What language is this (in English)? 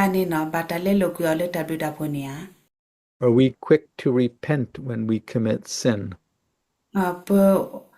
S'gaw Karen